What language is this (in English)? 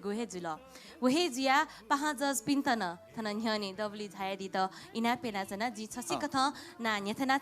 Newari